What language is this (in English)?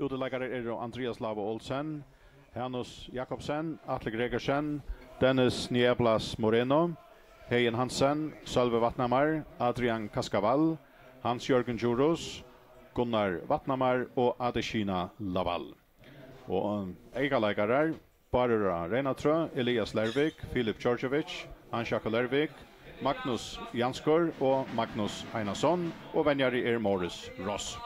Faroese